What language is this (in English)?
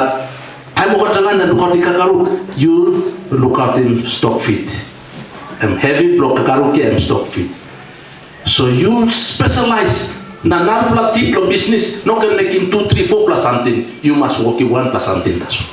Tok Pisin